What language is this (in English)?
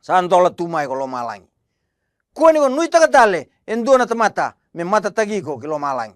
Fijian